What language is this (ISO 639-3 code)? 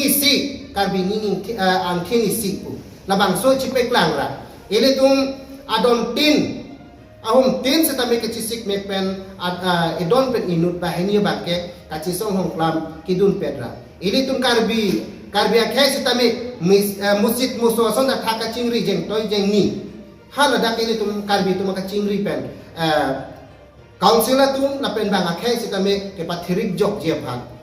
mjw